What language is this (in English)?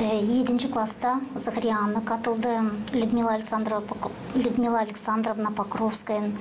Gagauz